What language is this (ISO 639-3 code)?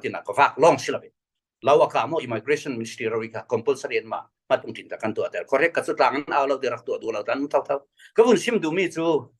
cfm